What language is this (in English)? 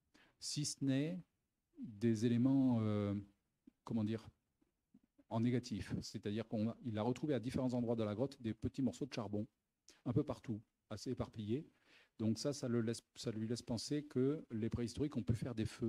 French